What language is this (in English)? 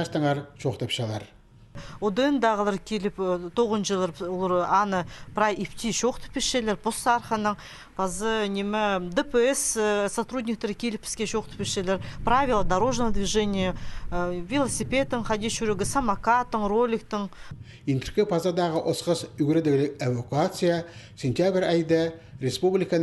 Khakas